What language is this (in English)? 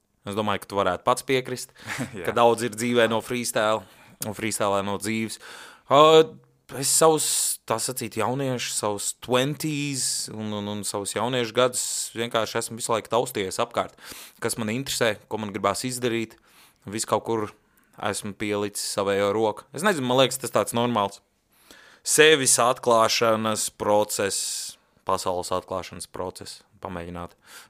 Latvian